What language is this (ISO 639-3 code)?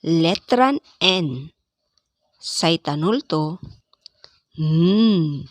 pag